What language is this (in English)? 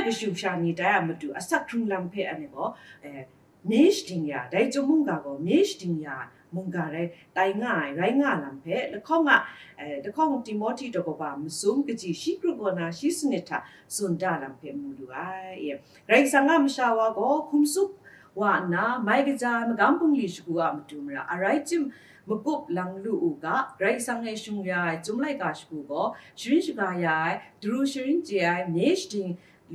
Kachin